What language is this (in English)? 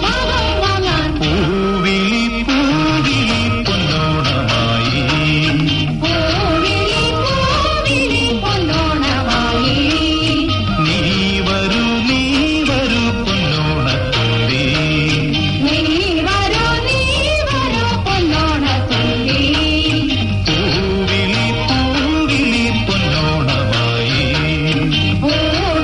Malayalam